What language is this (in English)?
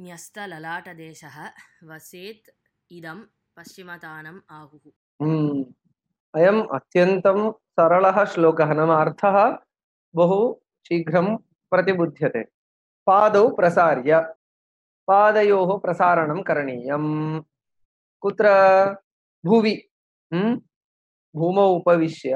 Sanskrit